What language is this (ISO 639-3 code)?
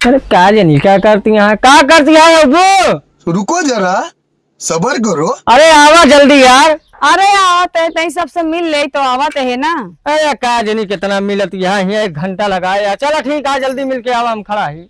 awa